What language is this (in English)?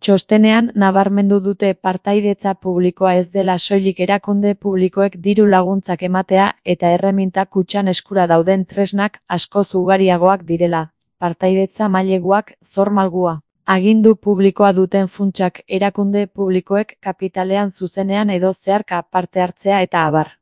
Basque